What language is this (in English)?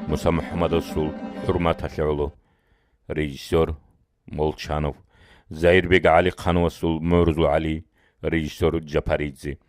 Avaric